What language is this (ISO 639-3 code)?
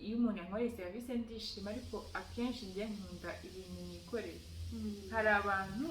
kin